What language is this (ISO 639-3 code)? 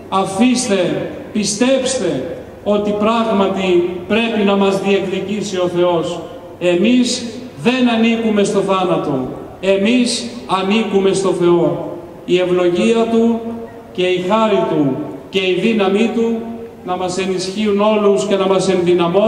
ell